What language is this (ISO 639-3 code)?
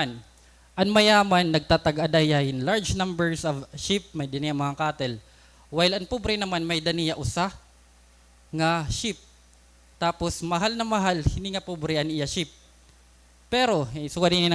war